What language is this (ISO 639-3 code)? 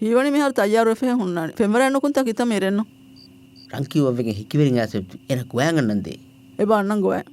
div